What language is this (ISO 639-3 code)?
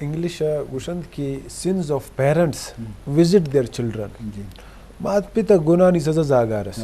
bgp